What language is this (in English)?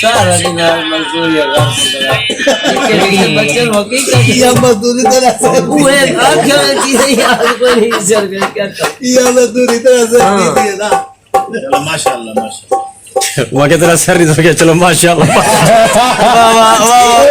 Saraiki